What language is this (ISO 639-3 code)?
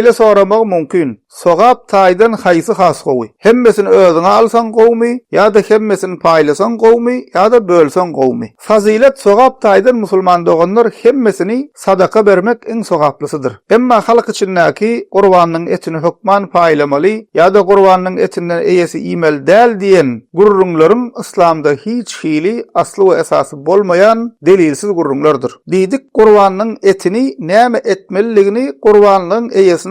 tuk